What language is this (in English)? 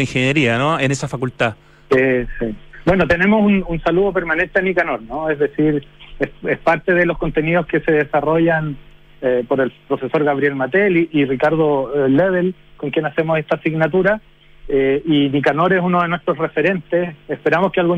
Spanish